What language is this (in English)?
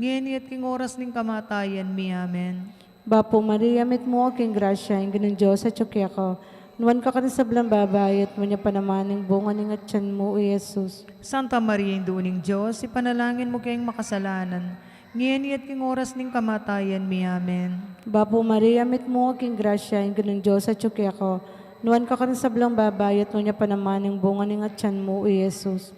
Pampanga